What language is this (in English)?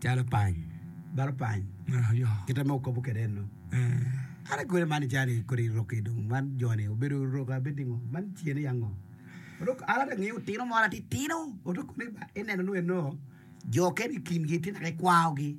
Acoli